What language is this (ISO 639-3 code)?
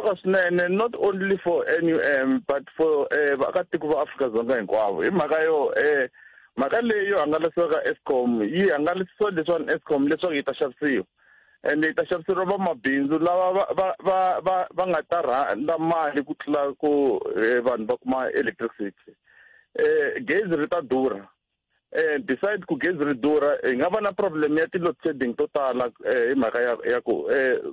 tso